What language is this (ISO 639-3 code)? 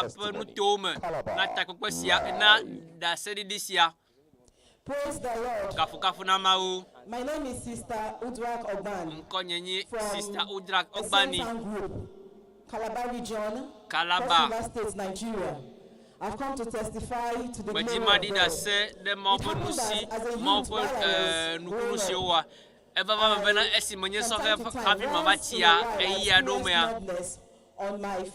ewe